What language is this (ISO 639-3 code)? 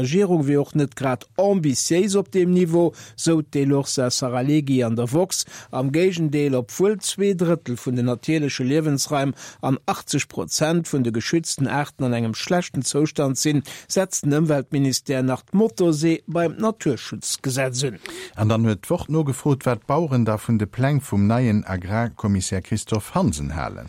ltz